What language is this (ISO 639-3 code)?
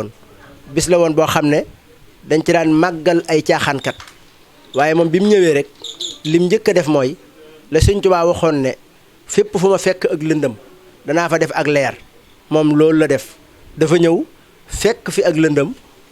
wol